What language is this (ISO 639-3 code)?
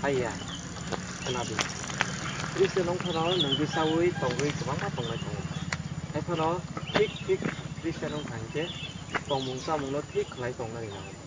trp